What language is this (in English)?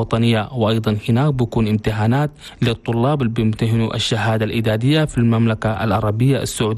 Chadian Arabic